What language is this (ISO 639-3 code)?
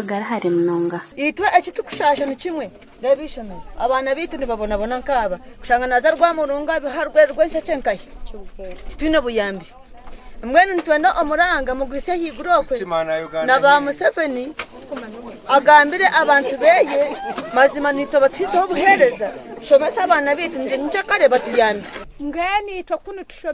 nyn